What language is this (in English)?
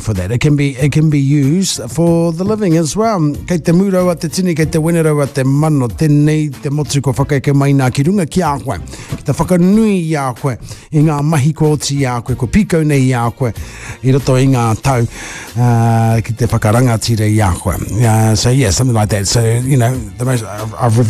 Māori